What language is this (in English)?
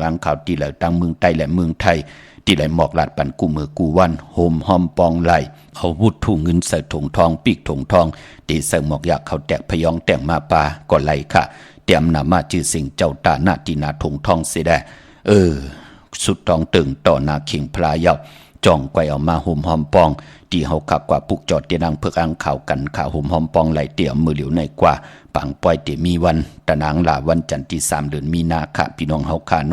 Shan